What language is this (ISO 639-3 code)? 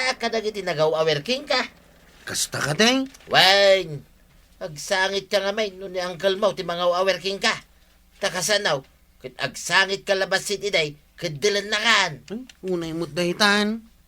ilo